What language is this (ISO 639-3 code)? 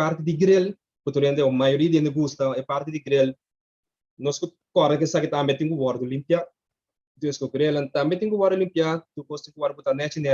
pap